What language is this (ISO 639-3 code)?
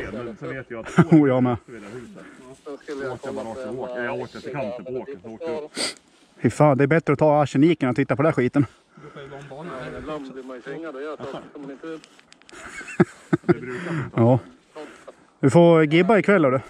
swe